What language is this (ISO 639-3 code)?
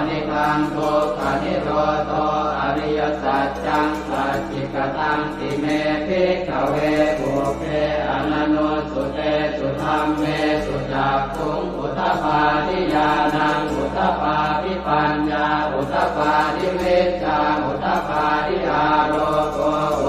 pli